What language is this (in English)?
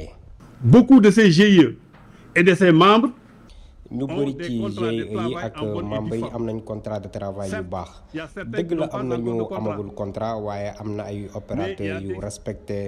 Wolof